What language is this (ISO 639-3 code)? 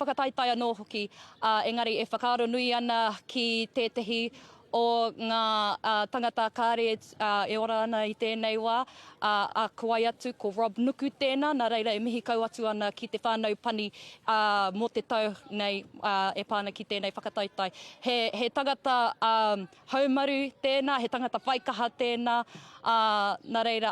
mri